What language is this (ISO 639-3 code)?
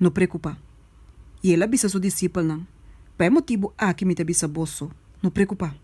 pap